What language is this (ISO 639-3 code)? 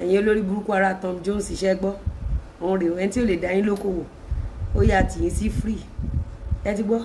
yor